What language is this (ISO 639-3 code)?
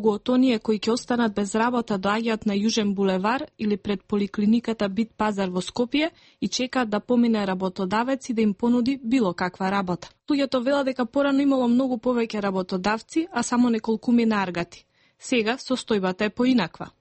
mkd